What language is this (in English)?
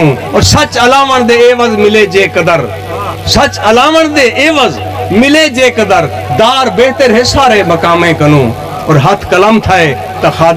Saraiki